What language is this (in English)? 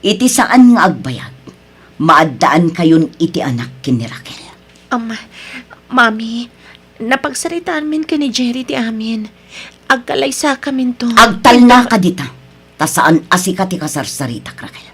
Iloko